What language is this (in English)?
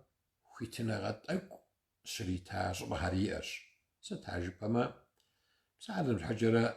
Kabardian